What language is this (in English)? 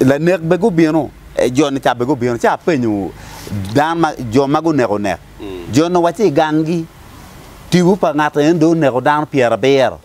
Acoli